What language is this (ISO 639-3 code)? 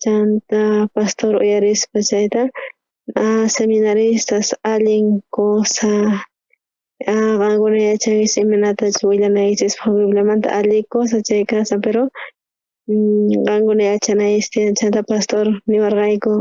quh